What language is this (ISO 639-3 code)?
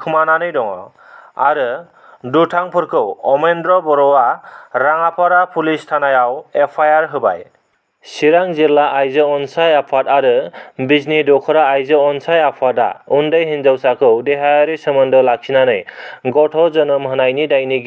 brx